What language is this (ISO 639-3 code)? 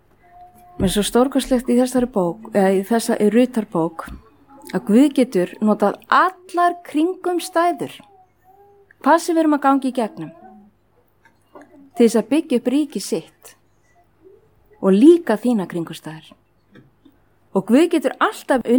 isl